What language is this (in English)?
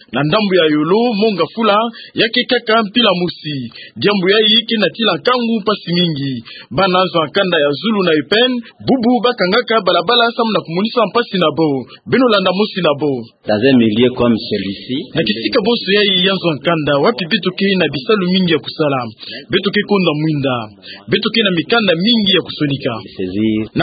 Kituba (Democratic Republic of Congo)